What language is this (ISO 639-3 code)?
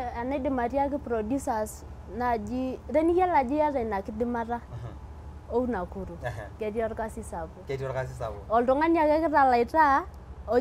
mas